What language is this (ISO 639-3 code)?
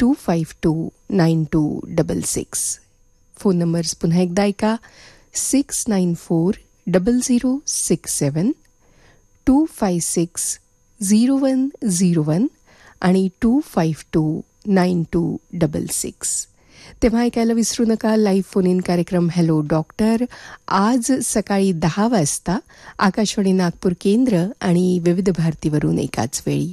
mar